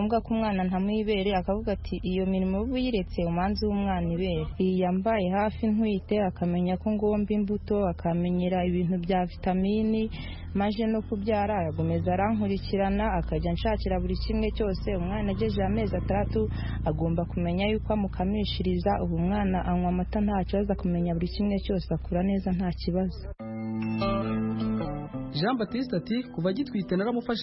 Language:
Kinyarwanda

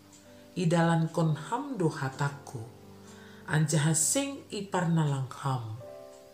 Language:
Batak Simalungun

